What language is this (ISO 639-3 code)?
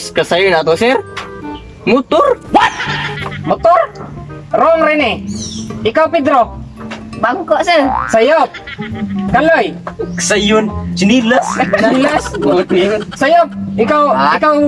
ceb